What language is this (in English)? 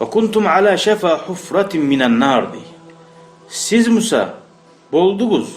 Kumyk